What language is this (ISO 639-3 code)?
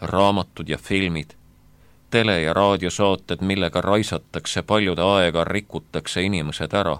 est